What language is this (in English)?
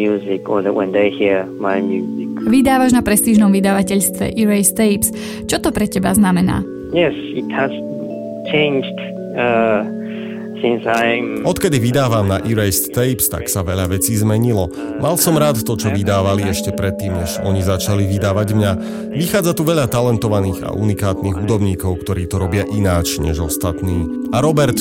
Slovak